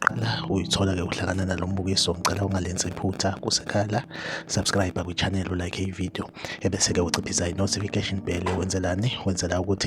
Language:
Zulu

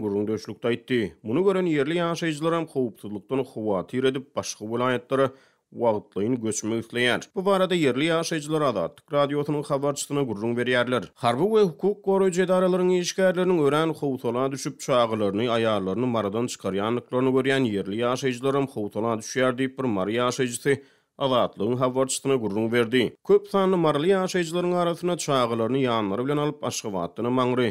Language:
Turkmen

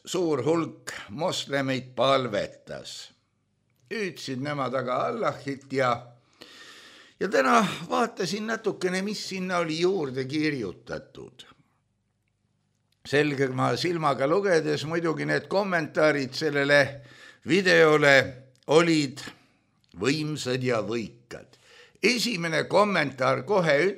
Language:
Estonian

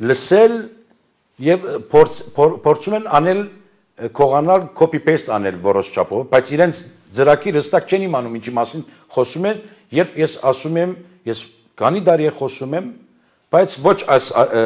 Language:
Armenian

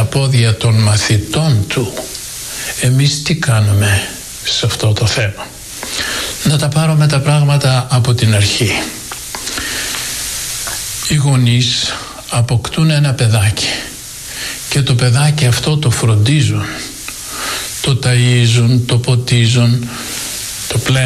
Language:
Greek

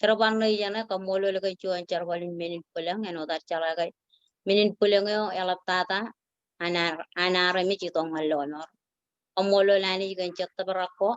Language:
Marshallese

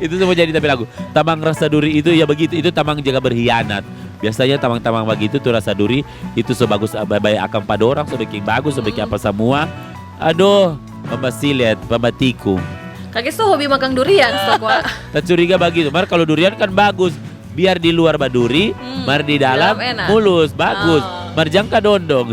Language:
Manado Malay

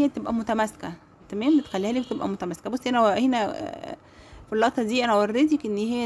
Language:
Egyptian Arabic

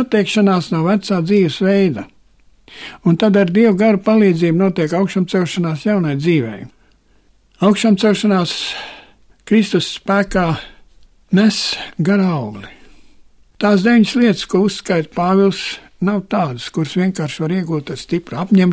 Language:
Latvian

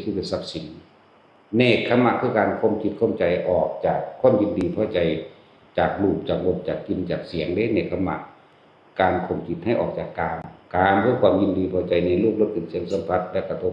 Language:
Lao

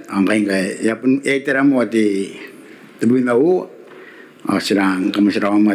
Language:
Gilbertese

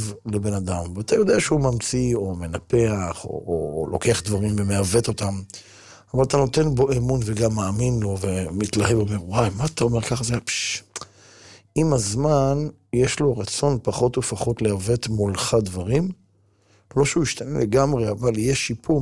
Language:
Hebrew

